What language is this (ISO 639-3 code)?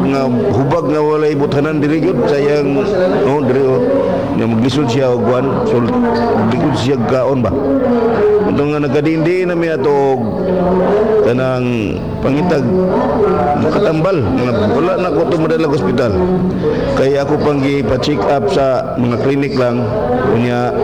fil